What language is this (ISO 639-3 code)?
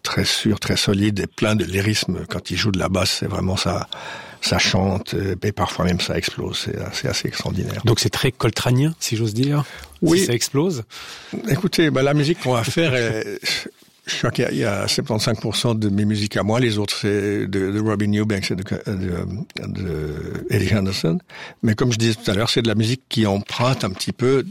fra